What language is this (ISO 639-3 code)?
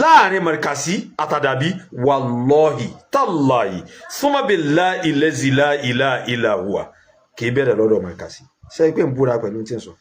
yor